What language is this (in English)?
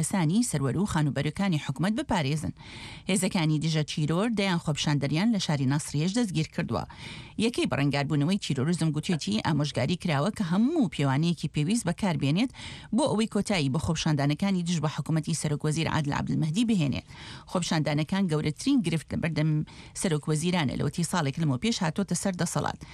Central Kurdish